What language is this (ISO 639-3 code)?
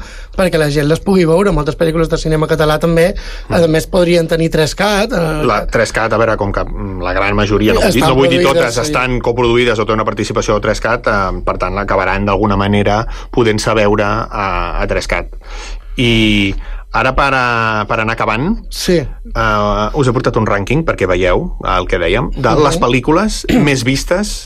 cat